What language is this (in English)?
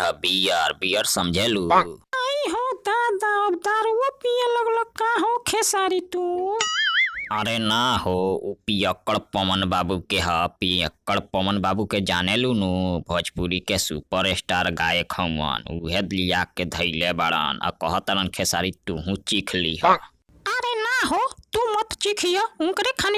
Bhojpuri